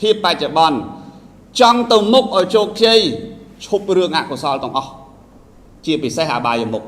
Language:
Khmer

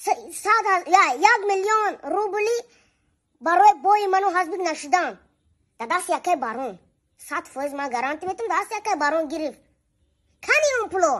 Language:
Tajik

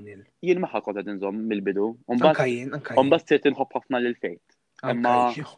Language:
Maltese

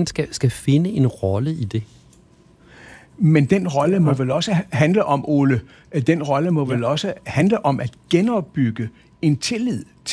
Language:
Danish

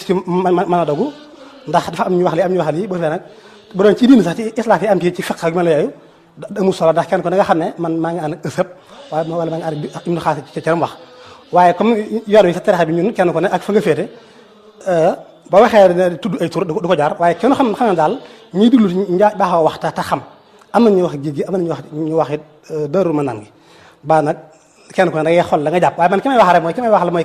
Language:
Wolof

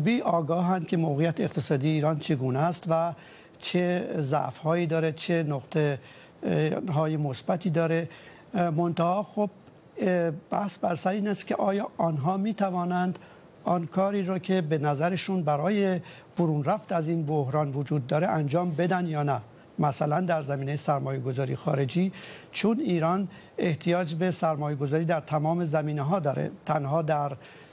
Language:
Persian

